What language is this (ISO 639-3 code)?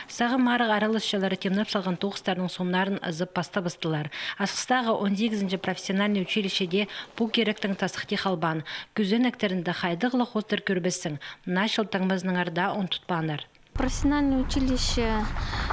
kjh